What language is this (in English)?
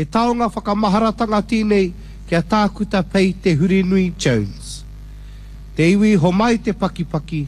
Māori